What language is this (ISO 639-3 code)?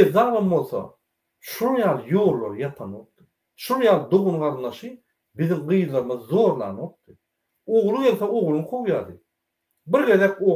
tuk